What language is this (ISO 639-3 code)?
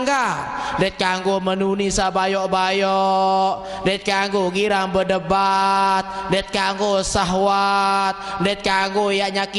sas